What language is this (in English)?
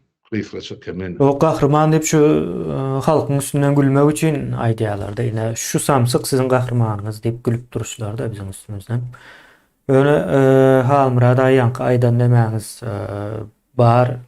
Turkmen